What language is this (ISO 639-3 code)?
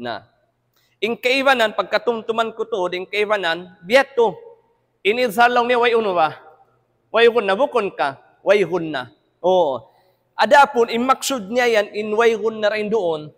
tsg